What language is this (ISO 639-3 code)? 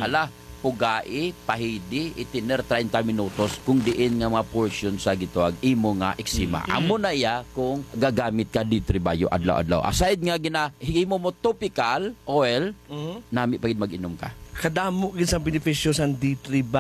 hil